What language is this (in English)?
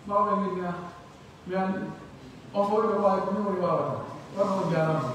Pular